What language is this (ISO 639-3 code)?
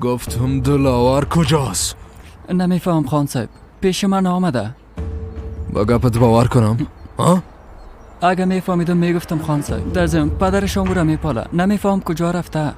fas